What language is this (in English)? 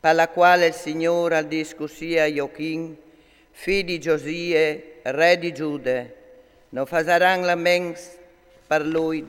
Friulian